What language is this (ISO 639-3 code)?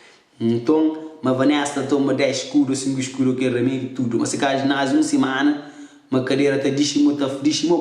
kea